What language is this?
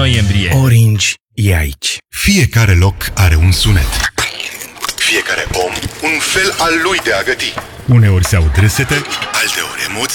Romanian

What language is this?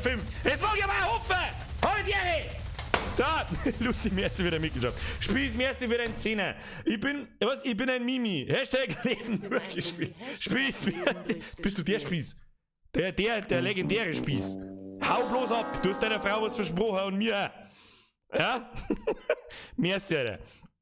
Bavarian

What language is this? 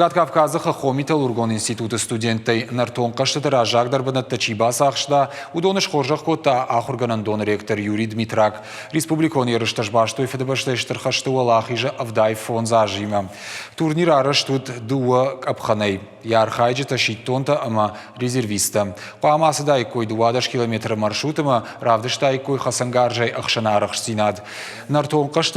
Ossetic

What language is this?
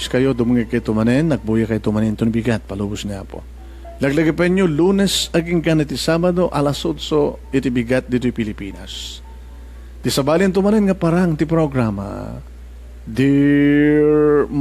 Iloko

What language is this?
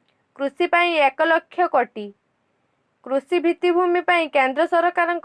Odia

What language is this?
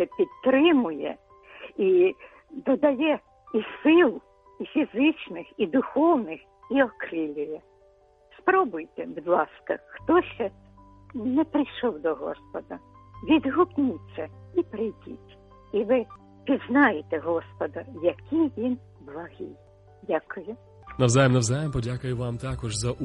Ukrainian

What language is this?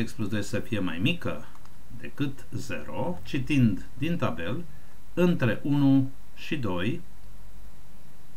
Romanian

